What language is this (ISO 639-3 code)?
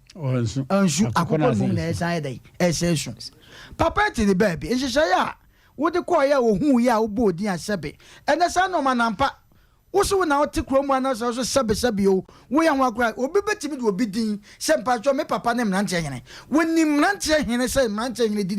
aka